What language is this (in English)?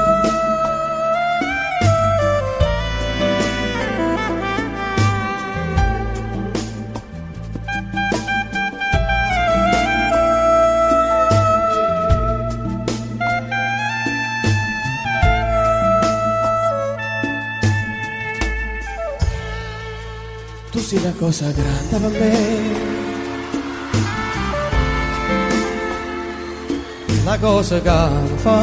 Italian